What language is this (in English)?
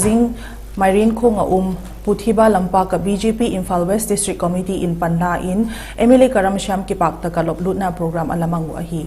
Vaiphei